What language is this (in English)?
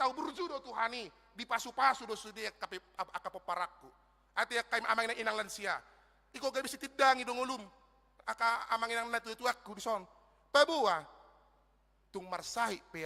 Batak Toba